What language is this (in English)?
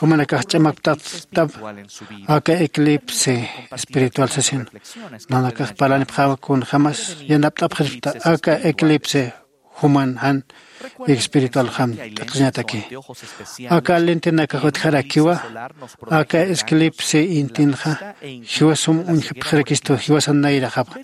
Aymara